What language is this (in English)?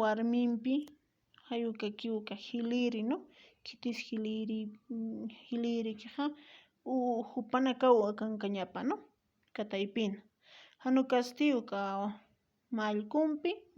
Aymara